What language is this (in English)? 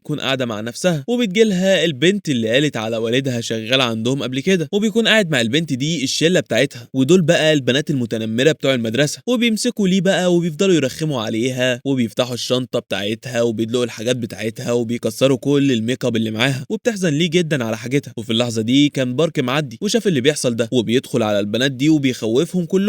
Egyptian Arabic